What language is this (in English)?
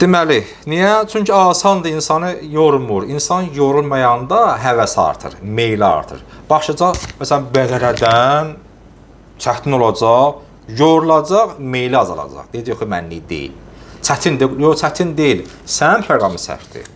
Azerbaijani